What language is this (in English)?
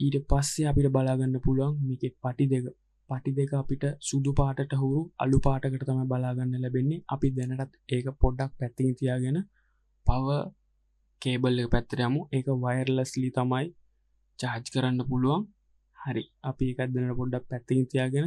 Sinhala